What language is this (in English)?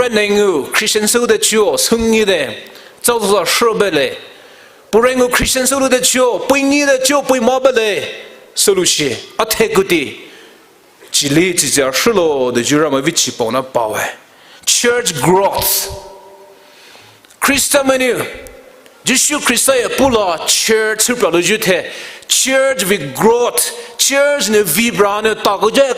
Poumei Naga